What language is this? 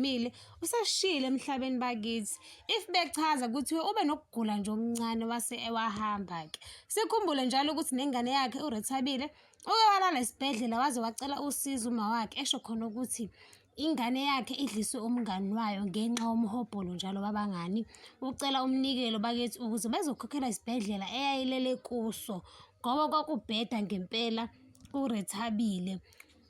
Zulu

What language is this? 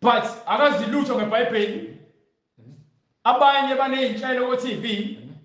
Zulu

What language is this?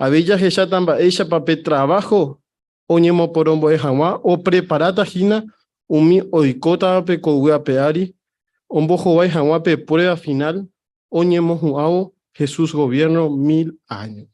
Guarani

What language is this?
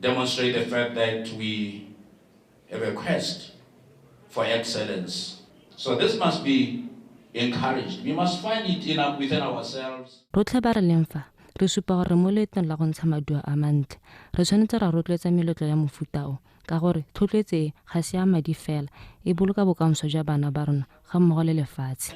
Tswana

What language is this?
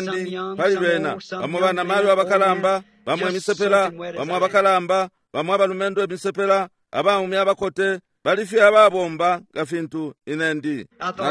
Bemba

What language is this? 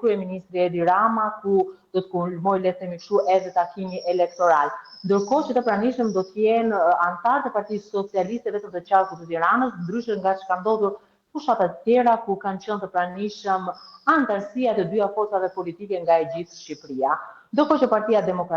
Albanian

